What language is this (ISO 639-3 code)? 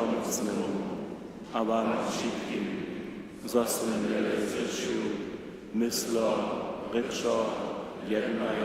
hsb